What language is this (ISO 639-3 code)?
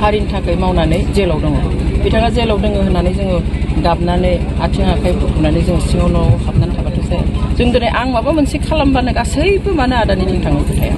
brx